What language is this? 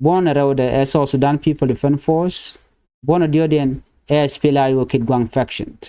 Nuer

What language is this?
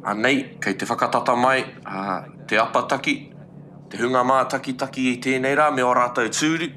Māori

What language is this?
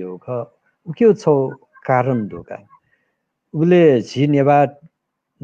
Newari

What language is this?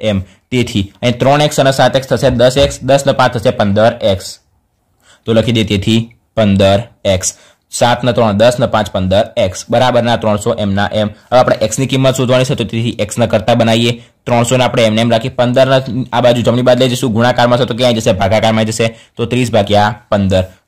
Gujarati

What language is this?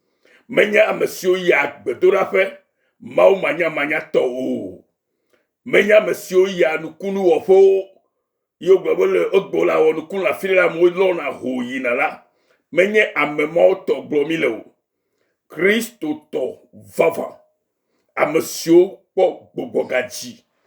Ewe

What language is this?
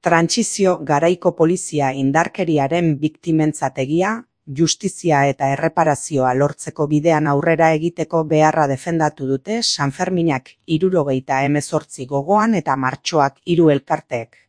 Basque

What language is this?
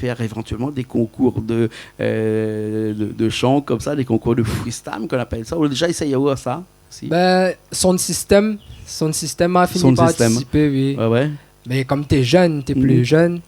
Réunion Creole French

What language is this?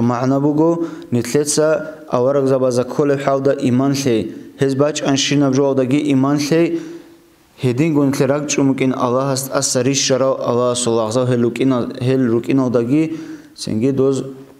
Avaric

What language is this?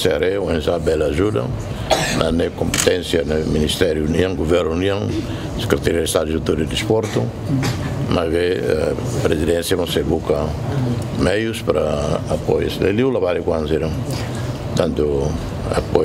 Tetum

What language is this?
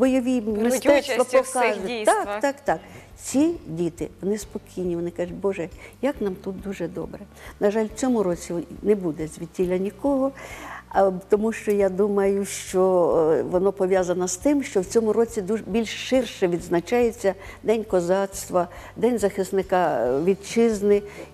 Ukrainian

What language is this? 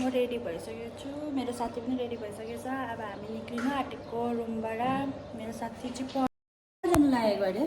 Nepali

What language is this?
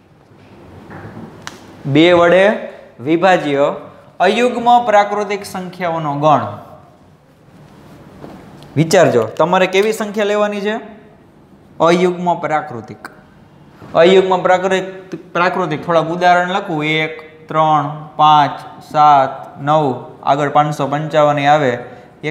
Gujarati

